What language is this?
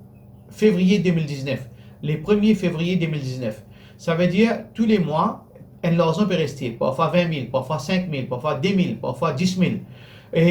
Morisyen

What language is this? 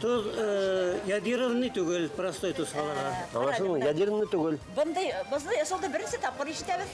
Bashkir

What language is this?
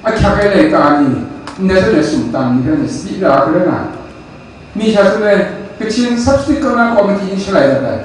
Kachin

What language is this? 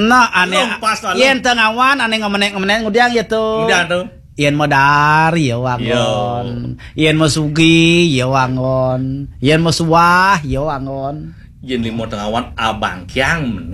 Balinese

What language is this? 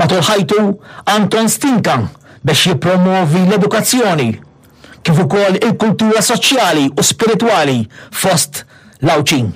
Maltese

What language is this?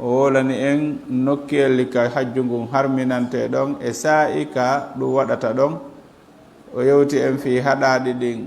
Fula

